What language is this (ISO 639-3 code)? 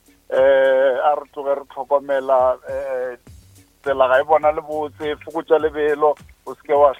nso